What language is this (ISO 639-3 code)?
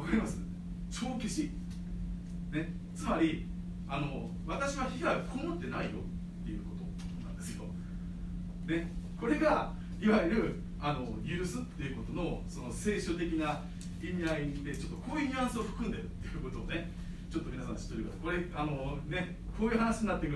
jpn